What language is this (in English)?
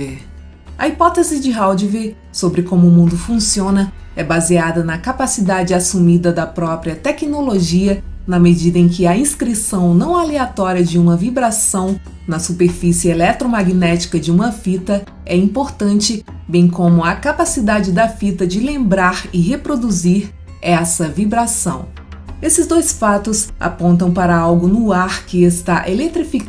Portuguese